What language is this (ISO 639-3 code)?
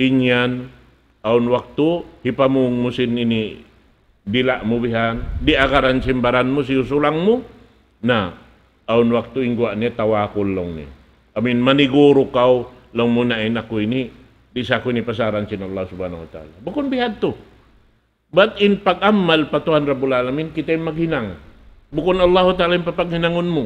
tsg